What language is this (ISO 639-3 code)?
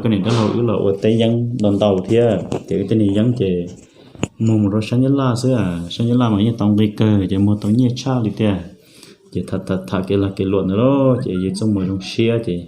hmn